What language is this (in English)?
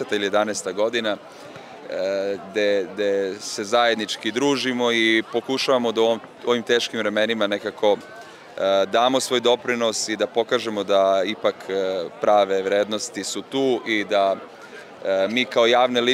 Serbian